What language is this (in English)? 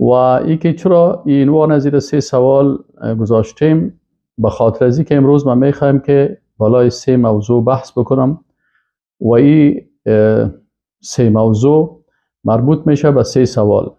Persian